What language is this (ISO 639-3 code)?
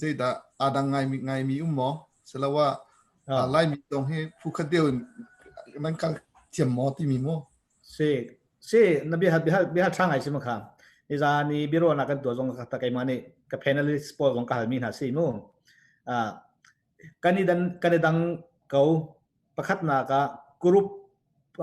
cnh